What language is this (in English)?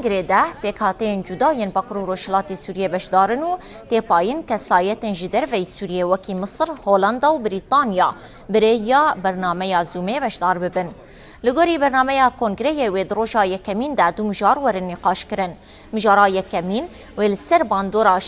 Kurdish